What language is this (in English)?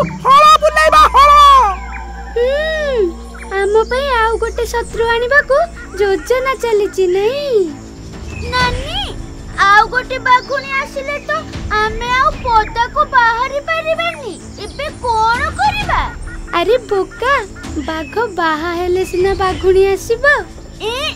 Odia